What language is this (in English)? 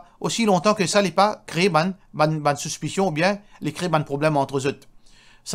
Morisyen